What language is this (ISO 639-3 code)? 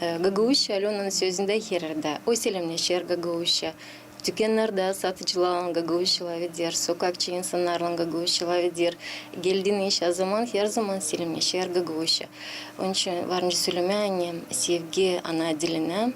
gag